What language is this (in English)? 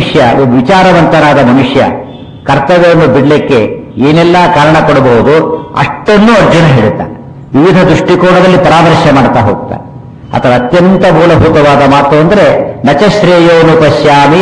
Kannada